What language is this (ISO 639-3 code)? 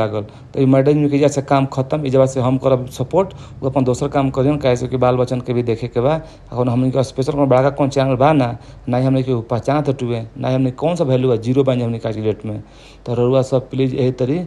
bho